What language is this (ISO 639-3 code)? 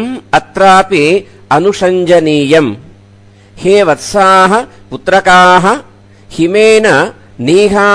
san